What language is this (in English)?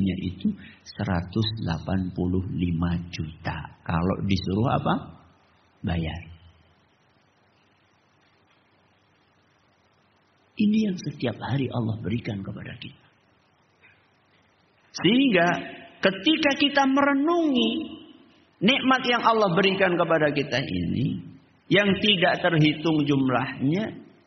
Indonesian